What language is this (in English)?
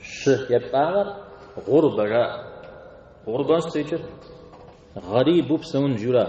Kabardian